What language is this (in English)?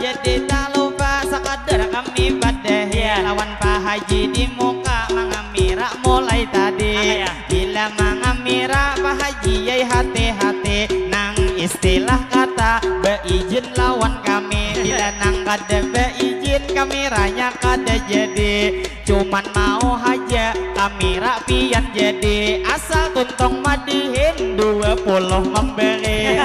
Banjar